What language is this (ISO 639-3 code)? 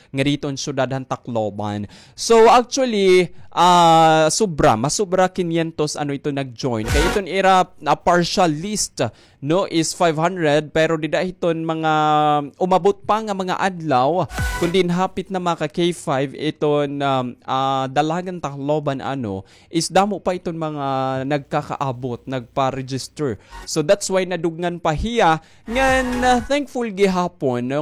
war